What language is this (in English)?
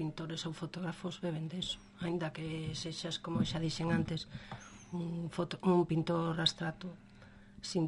Galician